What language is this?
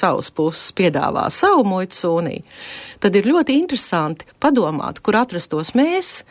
Latvian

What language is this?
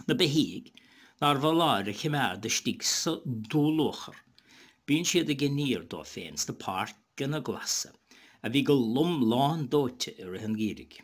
Irish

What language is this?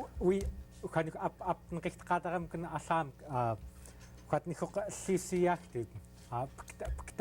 Central Yupik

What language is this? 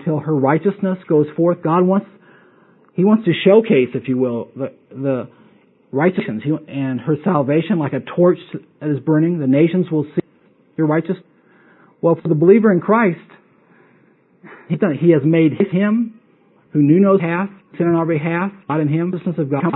English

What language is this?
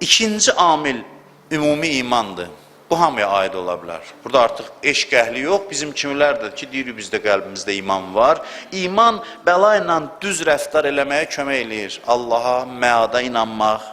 Azerbaijani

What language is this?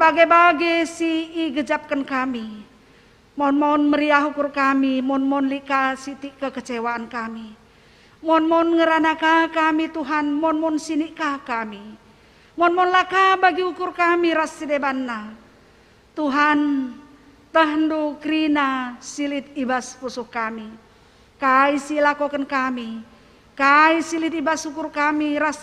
Batak Karo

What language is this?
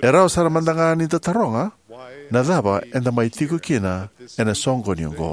Fijian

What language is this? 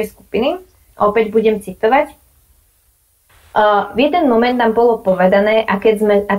Slovak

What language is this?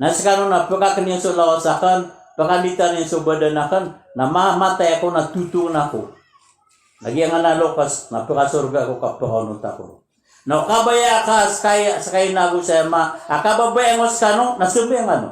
Maranao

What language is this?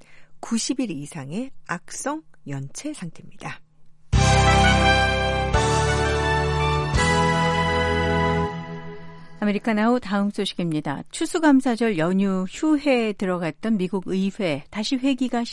Korean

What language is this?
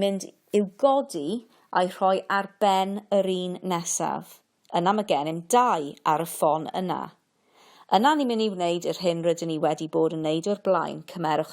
Welsh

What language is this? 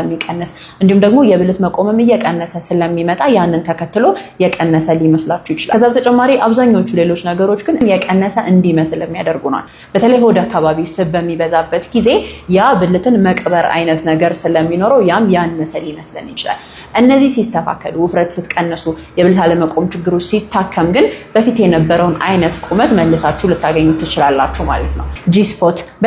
Amharic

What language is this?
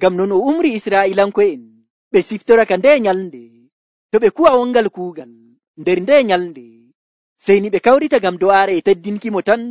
Nigerian Fulfulde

